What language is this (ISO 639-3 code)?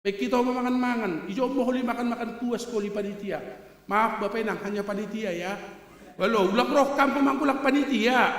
bts